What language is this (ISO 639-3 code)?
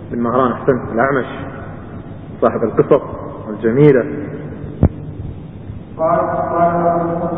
ara